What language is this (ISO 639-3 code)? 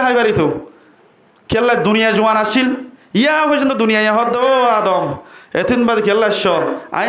rhg